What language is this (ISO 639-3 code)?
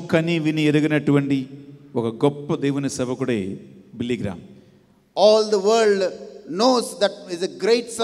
tel